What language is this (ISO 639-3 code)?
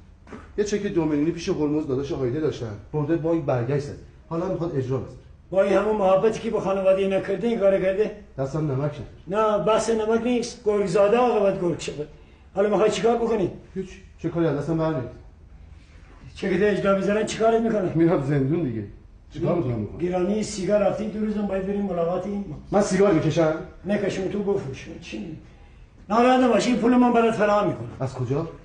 fas